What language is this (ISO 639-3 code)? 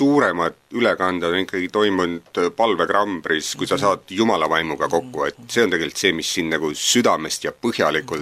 est